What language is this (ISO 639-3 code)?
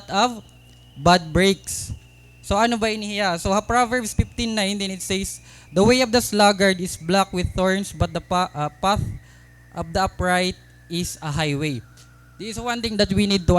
war